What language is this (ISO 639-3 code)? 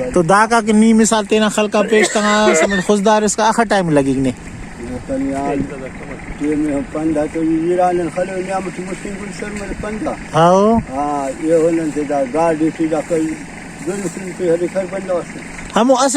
brh